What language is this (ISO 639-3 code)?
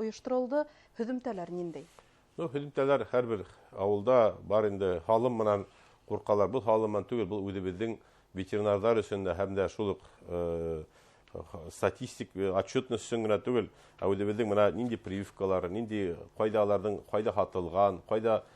bak